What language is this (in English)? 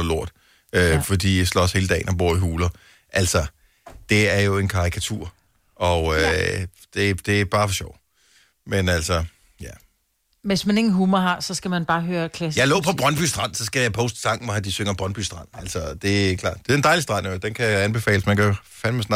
Danish